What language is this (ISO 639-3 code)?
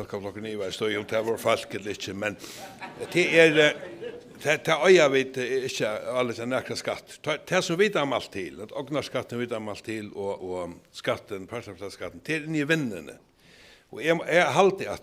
fao